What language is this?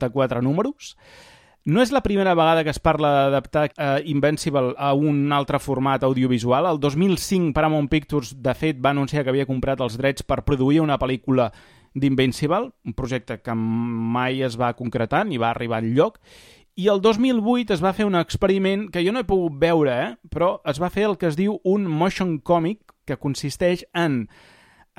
Catalan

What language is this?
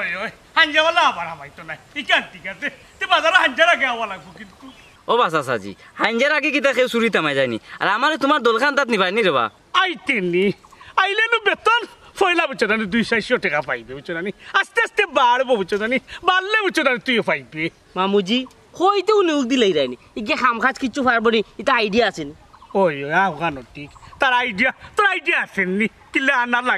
Sylheti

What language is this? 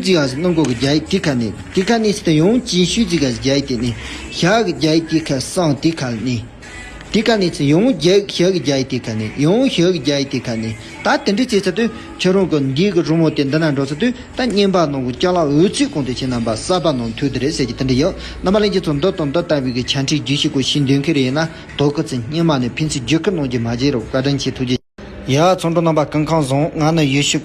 Tibetan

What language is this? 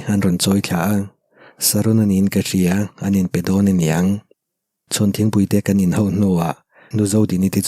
Mizo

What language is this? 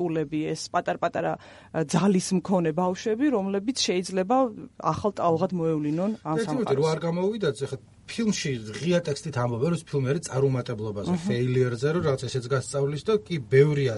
Georgian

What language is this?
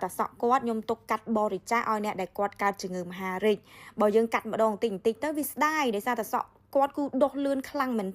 Khmer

